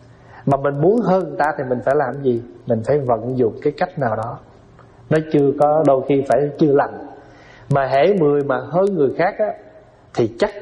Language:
Vietnamese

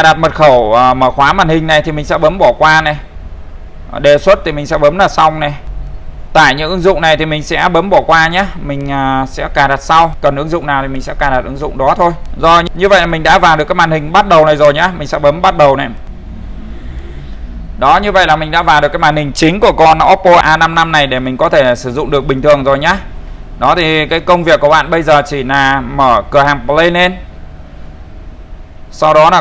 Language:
Vietnamese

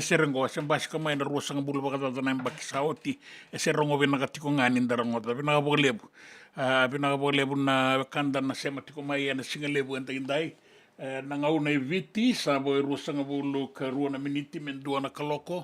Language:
Fijian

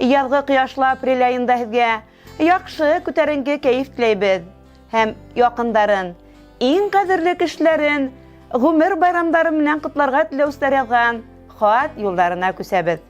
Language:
Bashkir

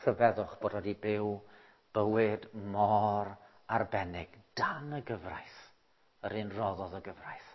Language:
Welsh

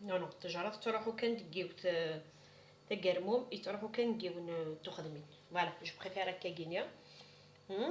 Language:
Kabyle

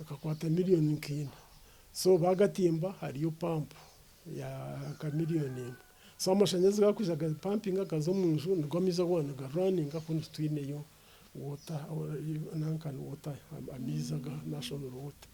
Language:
Nyankole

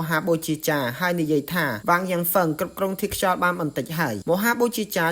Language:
Khmer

